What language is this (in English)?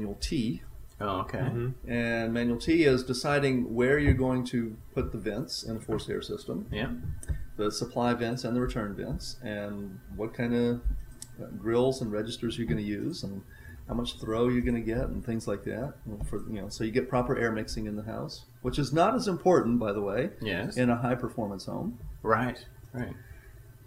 English